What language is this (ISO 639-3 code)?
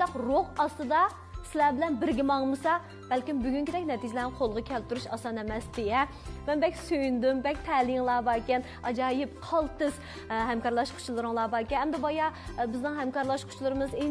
uig